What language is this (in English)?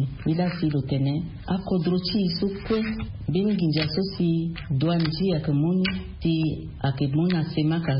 Sango